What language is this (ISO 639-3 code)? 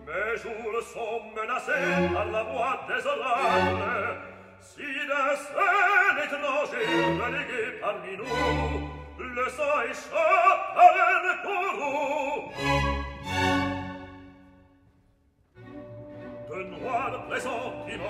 fra